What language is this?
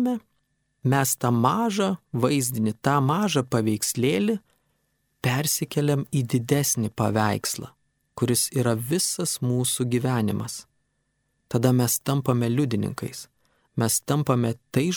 Lithuanian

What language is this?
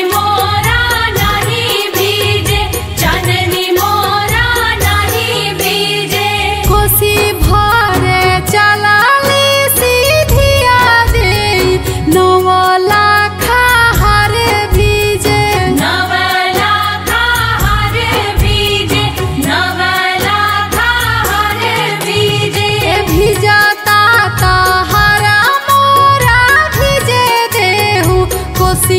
Bhojpuri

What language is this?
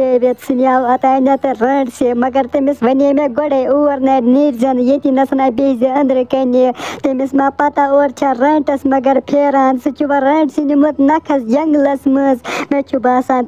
Kashmiri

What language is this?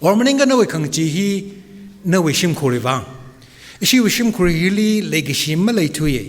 Tangkhul Naga (India)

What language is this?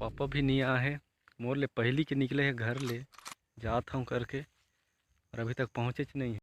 Chhattisgarhi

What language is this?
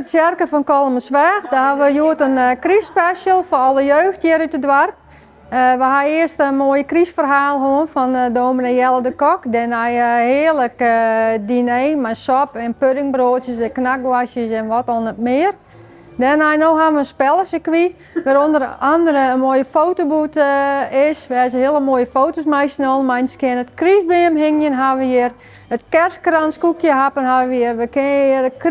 Western Frisian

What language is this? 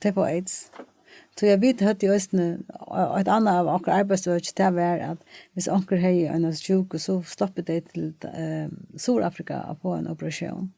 Faroese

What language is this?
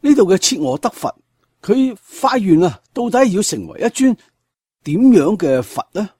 Cantonese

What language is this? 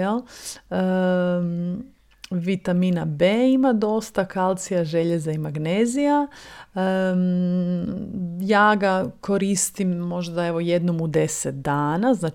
Croatian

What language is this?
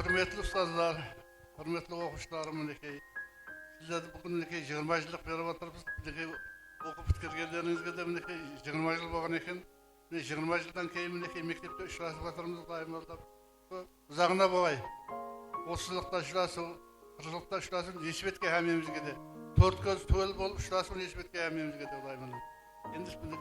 Kara-Kalpak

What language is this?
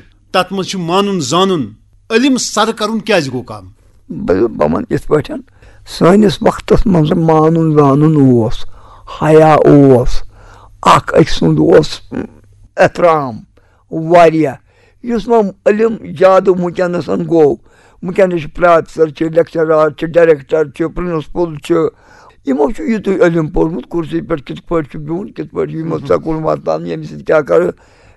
Kashmiri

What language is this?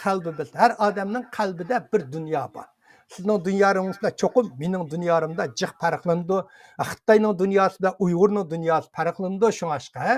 Uyghur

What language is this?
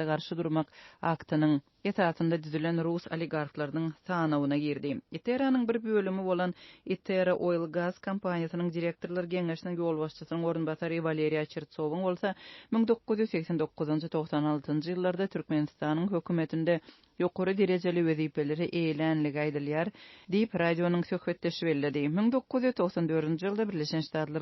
Turkmen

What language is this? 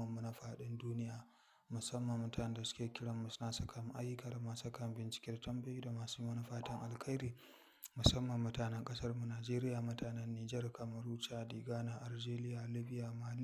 Hausa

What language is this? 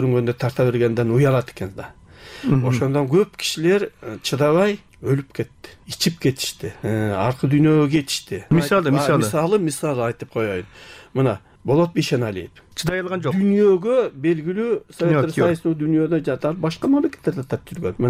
Kyrgyz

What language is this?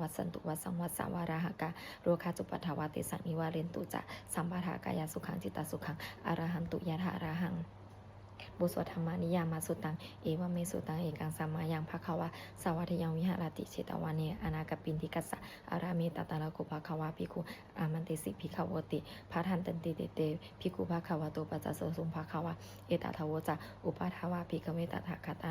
Pali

